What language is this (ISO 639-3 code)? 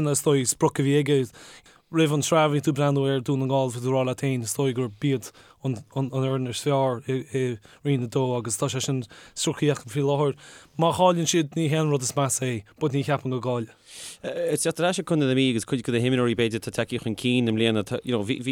gle